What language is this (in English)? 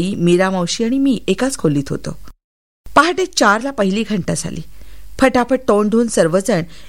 Marathi